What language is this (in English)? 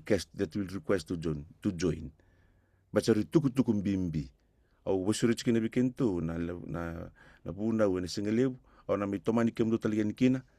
Fijian